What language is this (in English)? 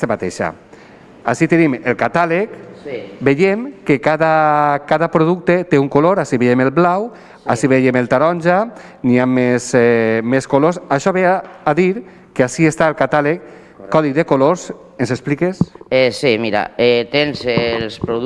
Catalan